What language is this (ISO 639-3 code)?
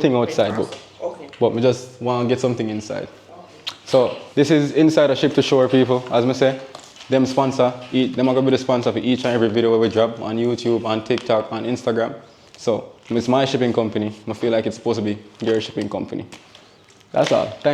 jam